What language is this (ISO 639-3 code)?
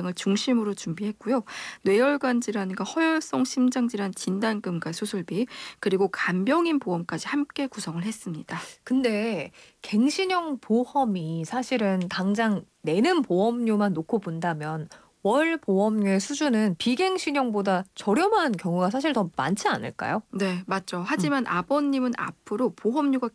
kor